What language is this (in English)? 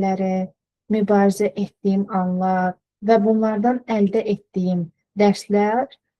Azerbaijani